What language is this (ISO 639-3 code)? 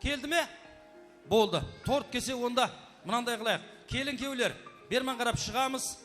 kaa